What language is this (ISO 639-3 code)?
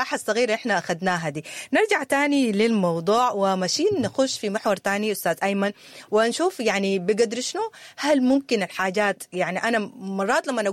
apd